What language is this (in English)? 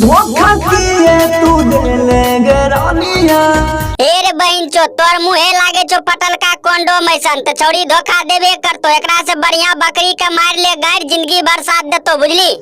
Maithili